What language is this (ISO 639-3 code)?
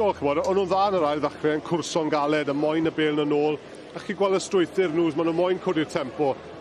cym